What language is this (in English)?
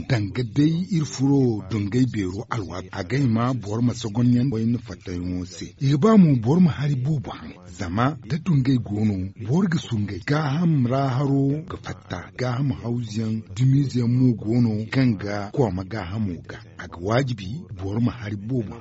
Zarma